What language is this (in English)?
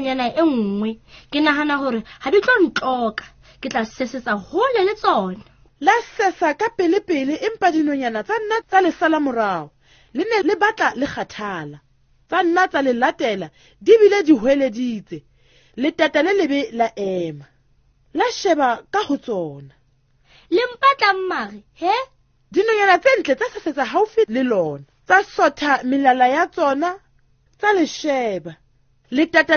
Southern Sotho